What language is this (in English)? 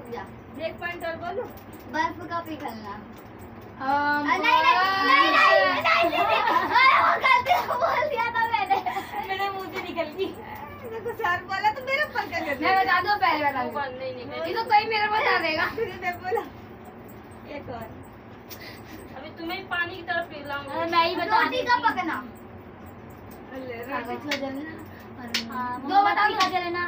Hindi